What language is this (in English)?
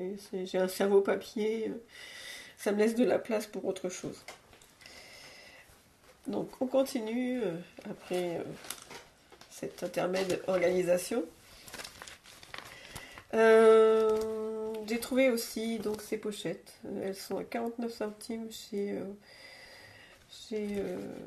French